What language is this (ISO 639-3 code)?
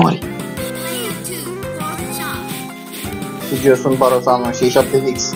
ron